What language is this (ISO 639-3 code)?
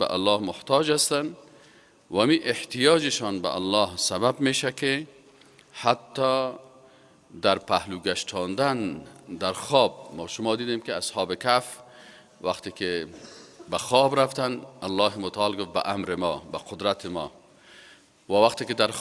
fas